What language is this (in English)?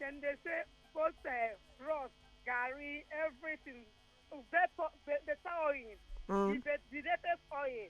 Nigerian Pidgin